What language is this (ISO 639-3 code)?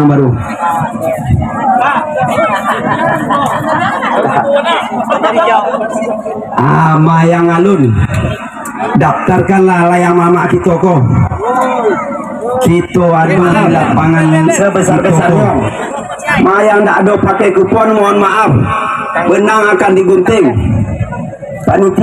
ind